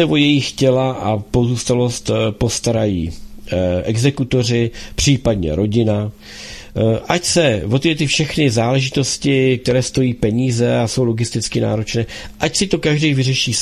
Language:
Czech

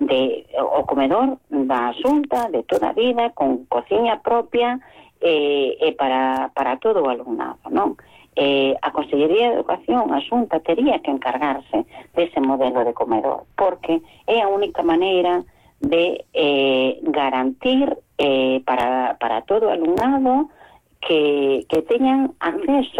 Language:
Galician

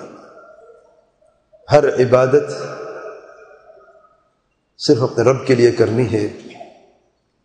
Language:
Urdu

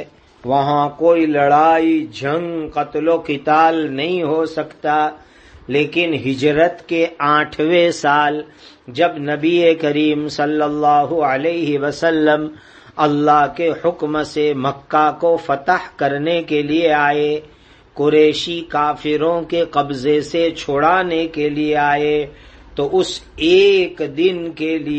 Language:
Urdu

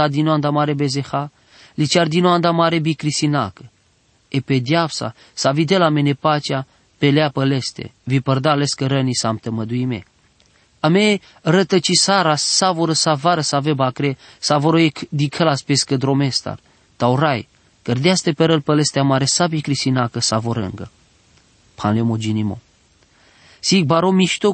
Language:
Romany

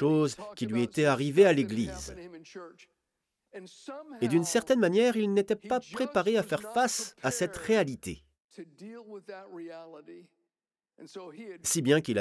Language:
French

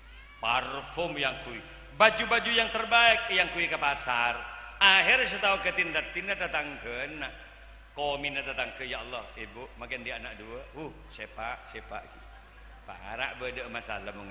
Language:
Madurese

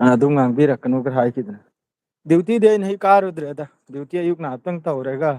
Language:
Manipuri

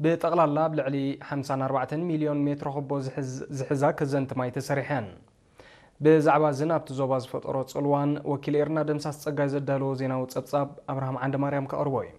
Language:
Tigrinya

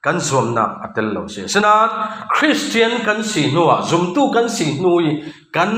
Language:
Falam Chin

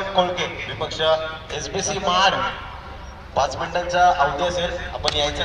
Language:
Marathi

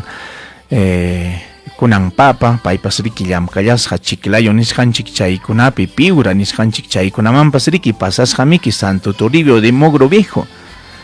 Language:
Ayacucho Quechua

